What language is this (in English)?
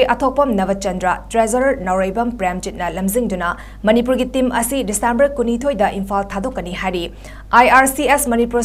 Manipuri